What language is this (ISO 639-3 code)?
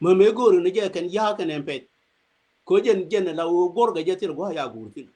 nus